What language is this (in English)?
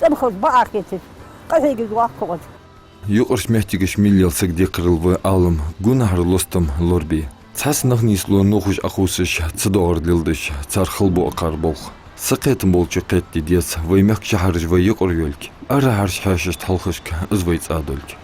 Ingush